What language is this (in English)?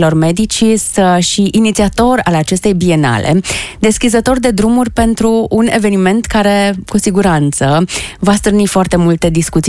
Romanian